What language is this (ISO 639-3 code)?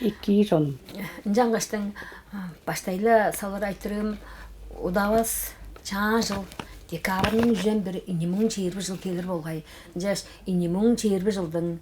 tyv